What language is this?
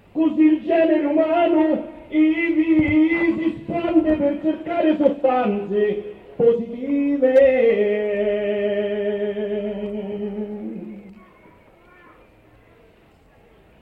Italian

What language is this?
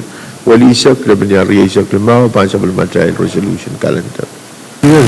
Pohnpeian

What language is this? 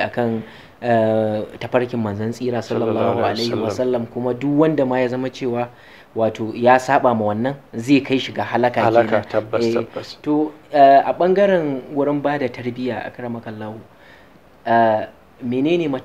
Hausa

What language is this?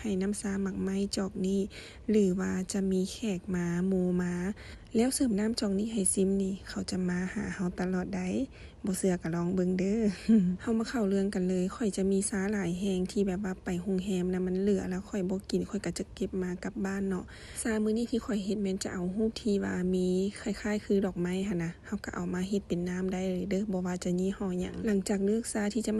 Lao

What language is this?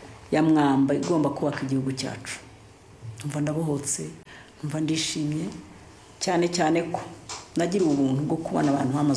Kinyarwanda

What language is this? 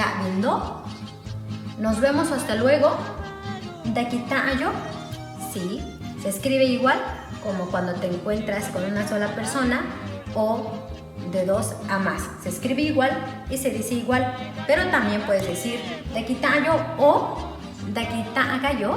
Metlatónoc Mixtec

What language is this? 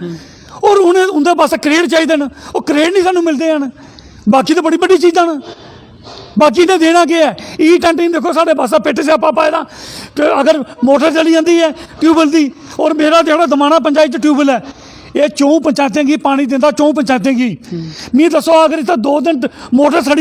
Dogri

